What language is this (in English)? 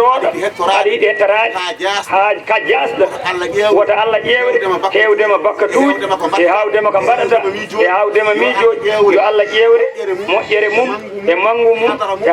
Fula